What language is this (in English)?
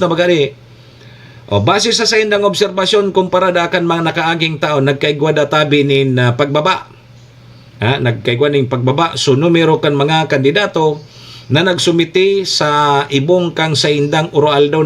Bikol